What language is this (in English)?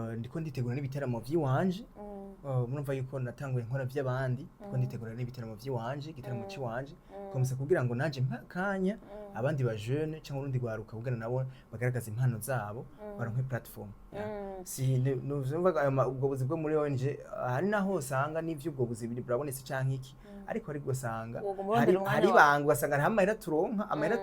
Rundi